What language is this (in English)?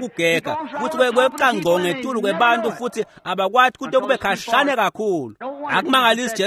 Swati